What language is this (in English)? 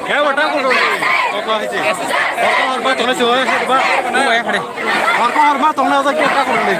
Kok Borok